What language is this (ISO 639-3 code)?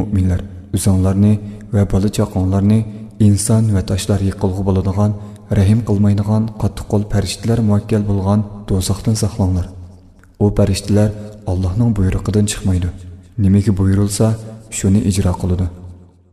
uig